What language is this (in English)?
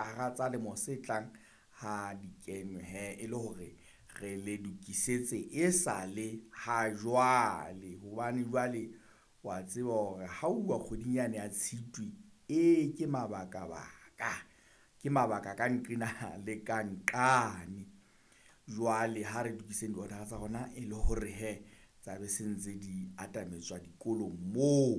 Southern Sotho